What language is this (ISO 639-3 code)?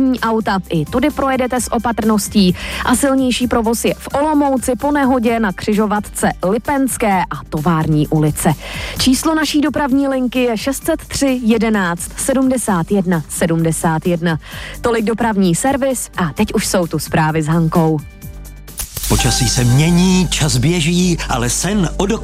ces